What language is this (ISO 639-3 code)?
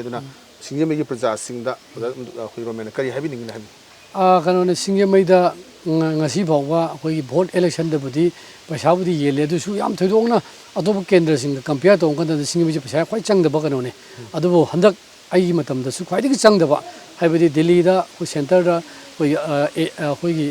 mni